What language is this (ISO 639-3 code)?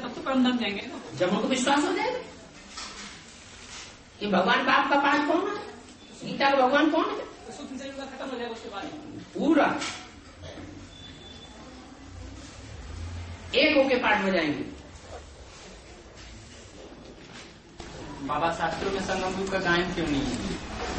hin